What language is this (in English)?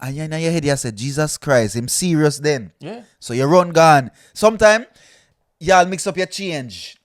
Jamaican Creole English